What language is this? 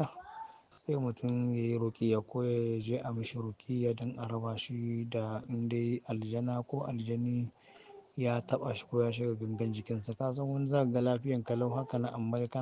Hausa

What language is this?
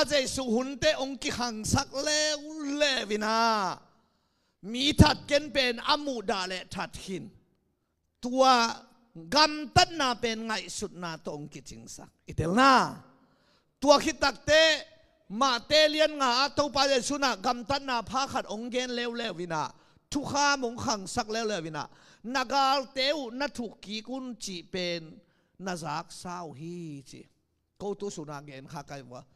Tedim Chin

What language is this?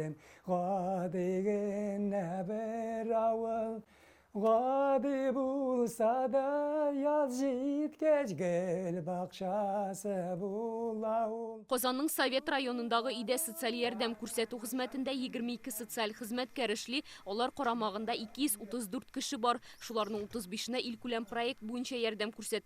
Tatar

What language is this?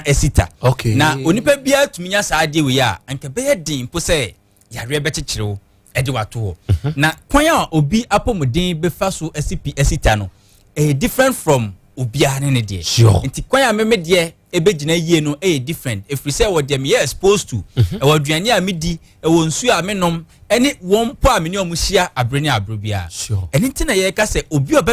Akan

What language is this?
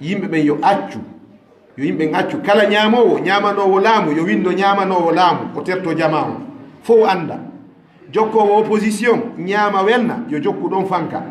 Fula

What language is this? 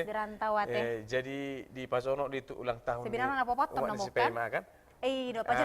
Batak Toba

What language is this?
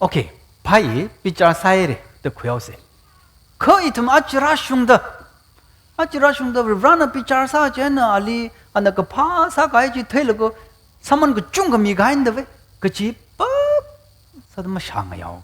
Tangkhul Naga (India)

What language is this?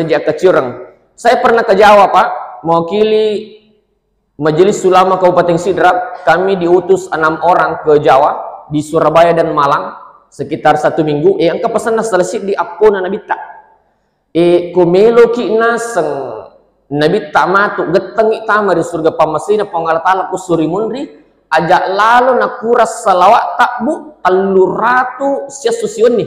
Buginese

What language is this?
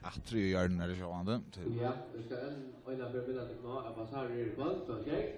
Faroese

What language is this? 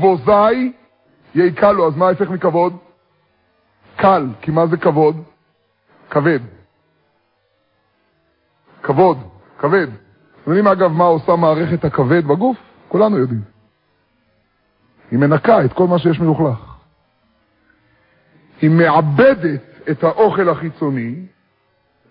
Hebrew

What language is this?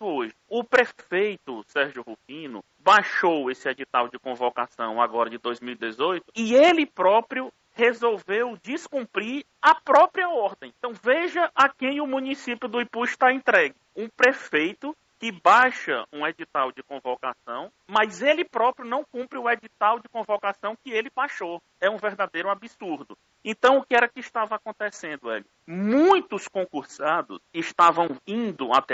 Portuguese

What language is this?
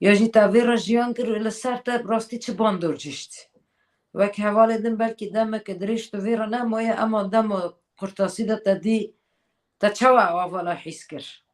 Kurdish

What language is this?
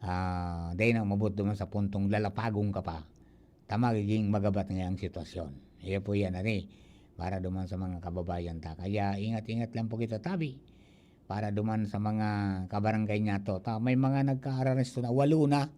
Bikol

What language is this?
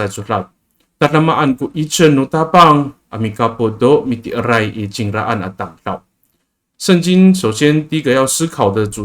Amis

